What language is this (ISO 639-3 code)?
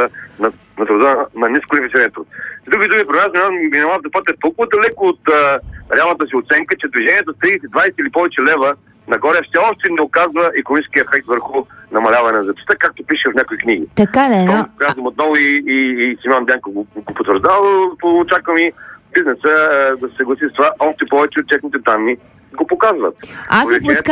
bul